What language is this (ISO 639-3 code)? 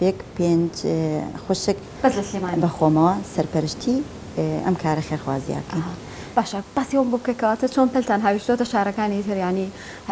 ckb